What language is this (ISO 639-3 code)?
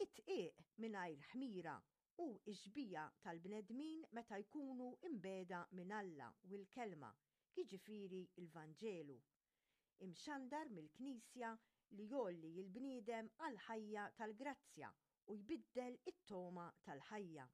mlt